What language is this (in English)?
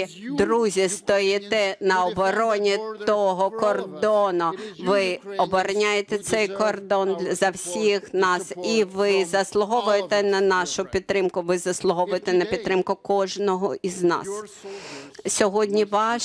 Ukrainian